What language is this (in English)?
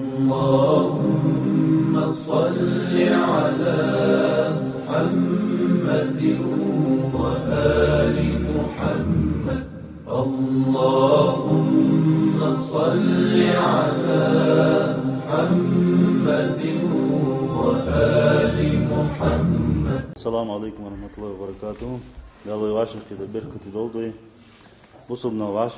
Ingush